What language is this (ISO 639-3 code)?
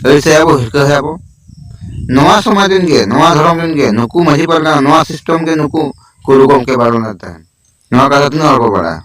sat